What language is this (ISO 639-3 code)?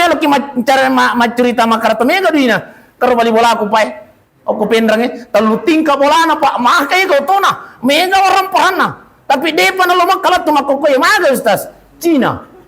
bug